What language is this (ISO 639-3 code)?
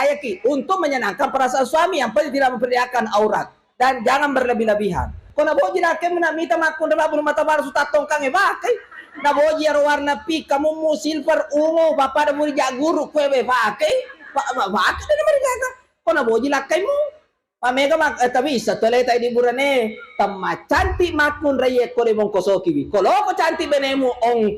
bug